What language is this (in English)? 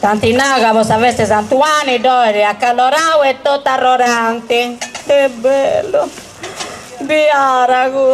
Sardinian